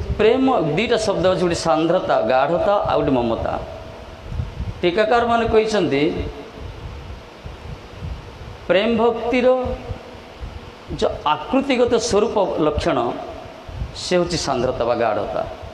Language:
Odia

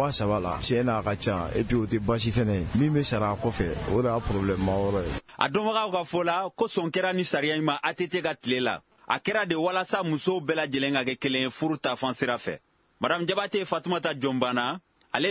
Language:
Bambara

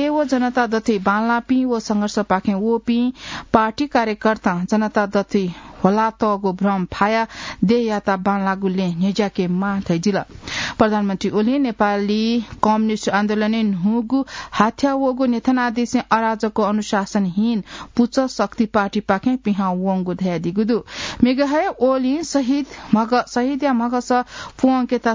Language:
Newari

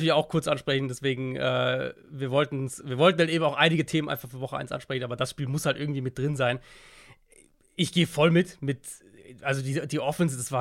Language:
German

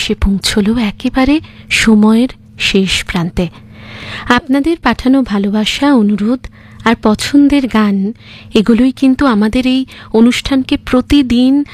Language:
Bangla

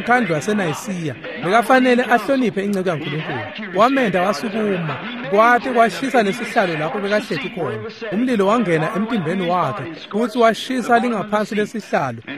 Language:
Swati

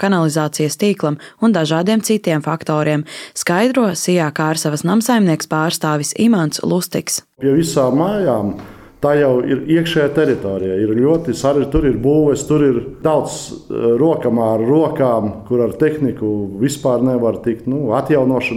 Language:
Latvian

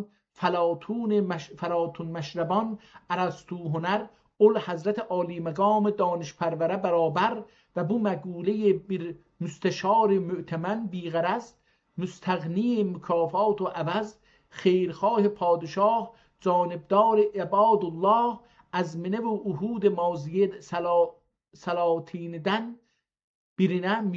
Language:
South Azerbaijani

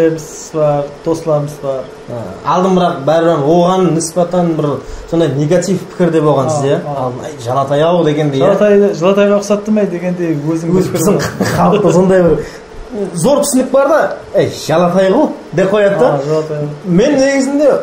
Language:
Kara-Kalpak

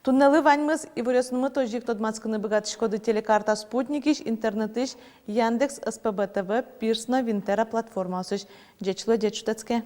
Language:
Udmurt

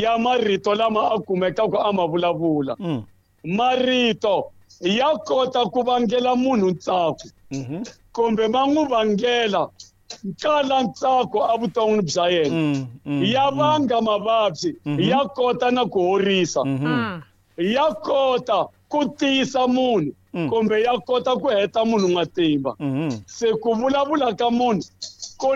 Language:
Tsonga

